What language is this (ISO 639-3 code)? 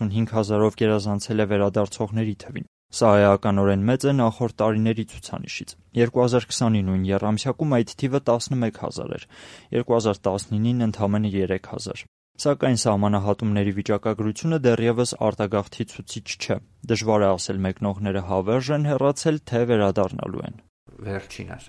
hye